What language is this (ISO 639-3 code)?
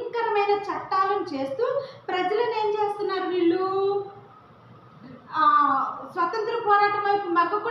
tel